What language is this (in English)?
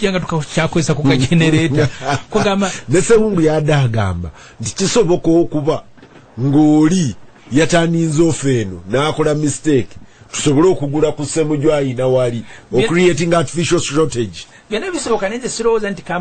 Ganda